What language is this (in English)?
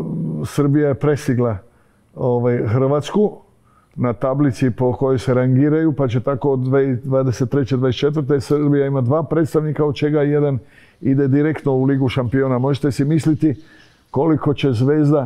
Croatian